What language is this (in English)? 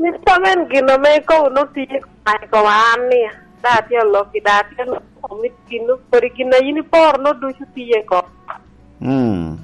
Lango (Uganda)